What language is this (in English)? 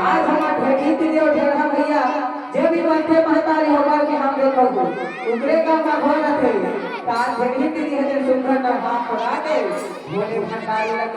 Chhattisgarhi